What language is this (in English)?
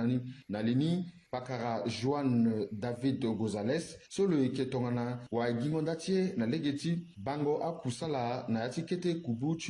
Sango